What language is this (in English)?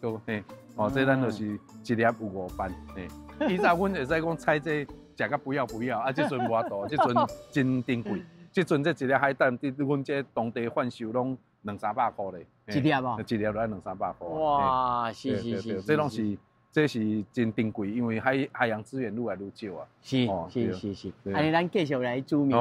Min Nan Chinese